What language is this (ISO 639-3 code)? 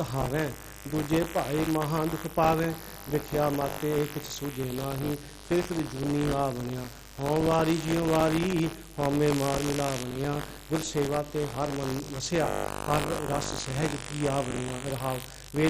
pan